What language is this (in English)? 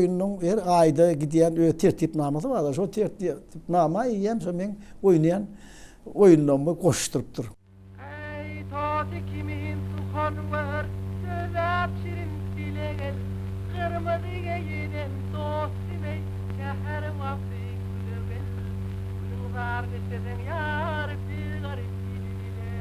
Turkmen